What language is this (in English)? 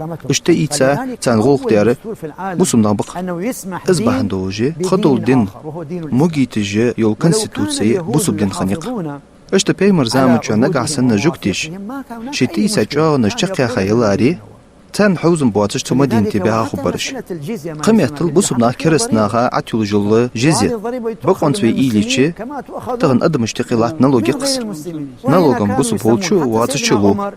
Ingush